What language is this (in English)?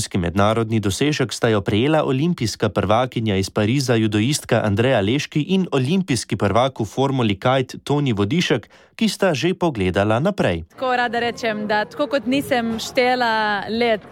Slovenian